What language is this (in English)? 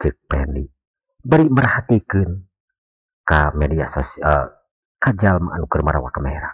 Sundanese